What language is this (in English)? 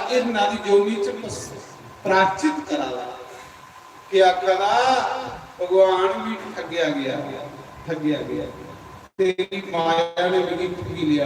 Dogri